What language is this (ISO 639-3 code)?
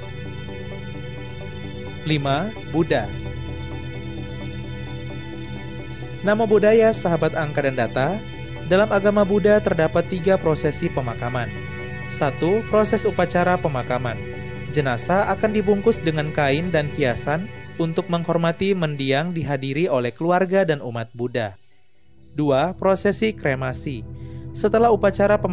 ind